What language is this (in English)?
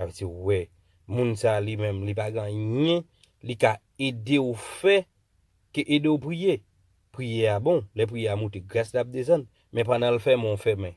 Haitian Creole